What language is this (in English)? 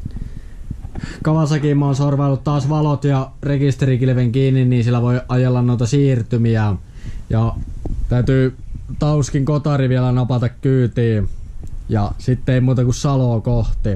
Finnish